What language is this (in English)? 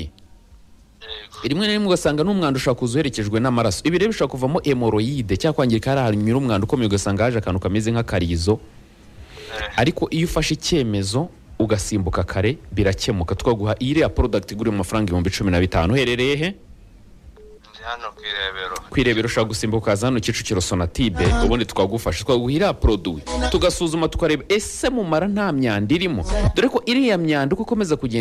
Kinyarwanda